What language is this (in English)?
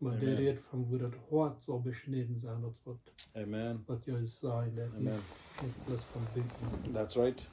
Plautdietsch